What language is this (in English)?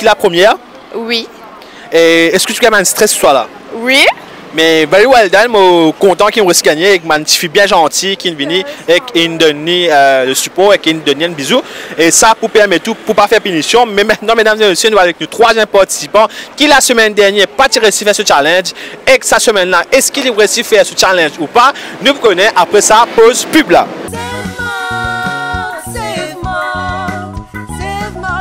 Morisyen